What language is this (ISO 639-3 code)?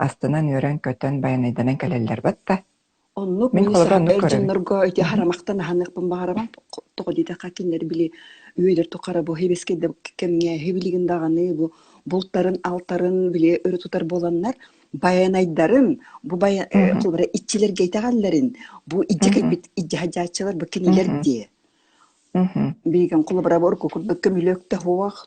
sah